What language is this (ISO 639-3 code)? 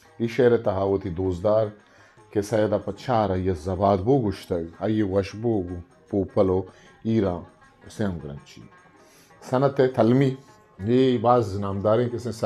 bgp